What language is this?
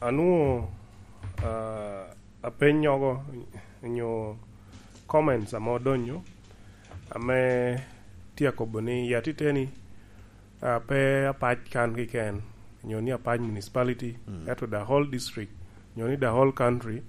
Lango (Uganda)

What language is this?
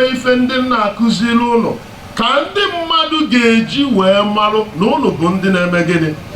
Igbo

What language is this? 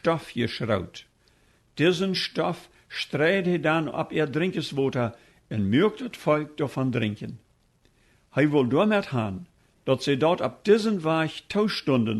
Plautdietsch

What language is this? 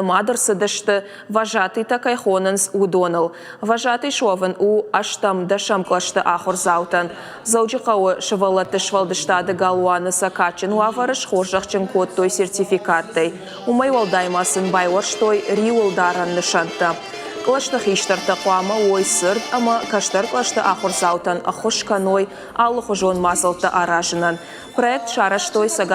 Ossetic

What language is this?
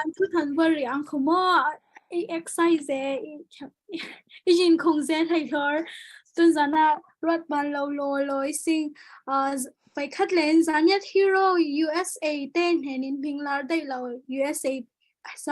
Falam Chin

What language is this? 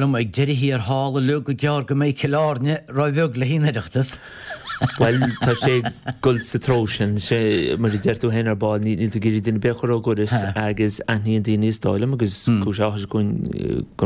Irish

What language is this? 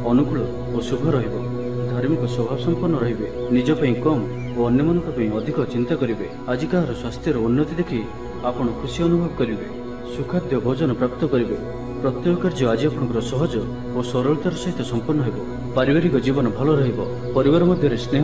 Odia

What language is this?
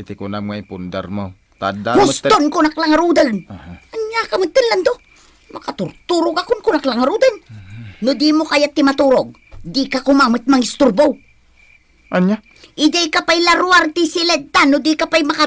Iloko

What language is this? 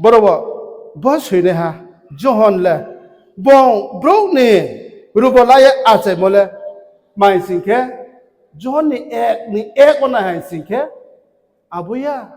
Riang (India)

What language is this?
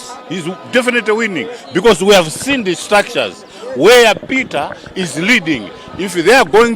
Nyanja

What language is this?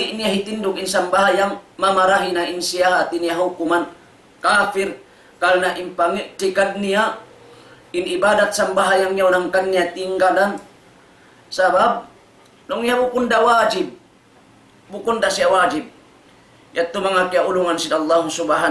Tausug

